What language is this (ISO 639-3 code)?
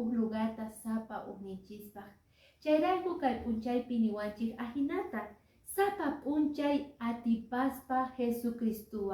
que